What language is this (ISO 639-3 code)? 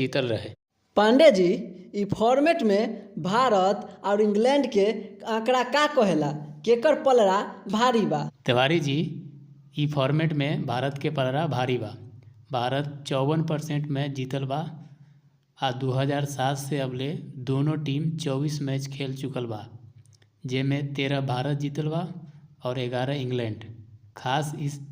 bho